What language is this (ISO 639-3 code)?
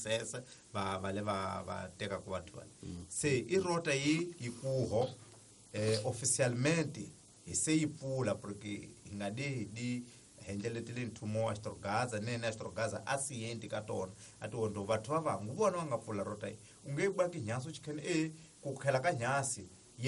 tso